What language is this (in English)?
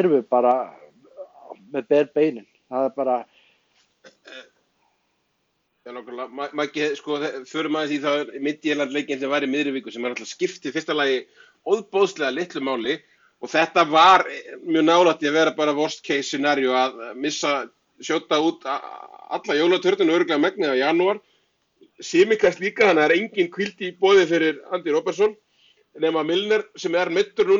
Icelandic